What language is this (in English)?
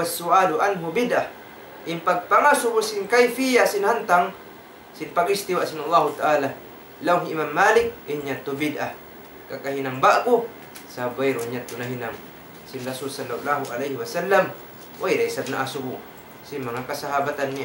Tausug